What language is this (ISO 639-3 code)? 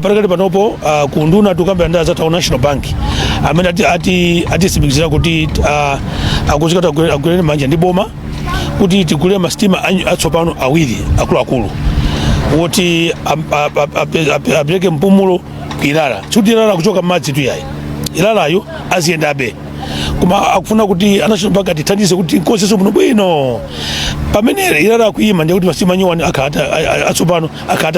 nya